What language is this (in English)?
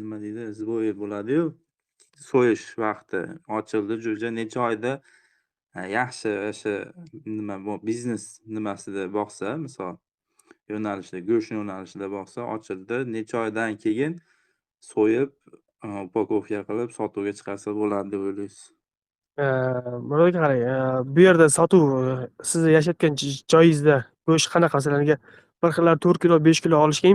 Uzbek